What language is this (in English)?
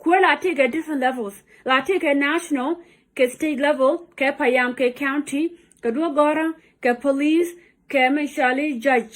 Nuer